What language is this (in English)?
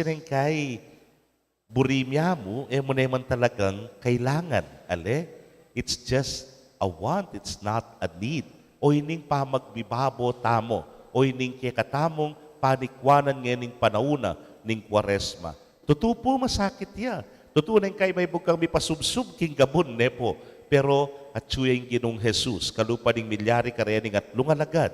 Pampanga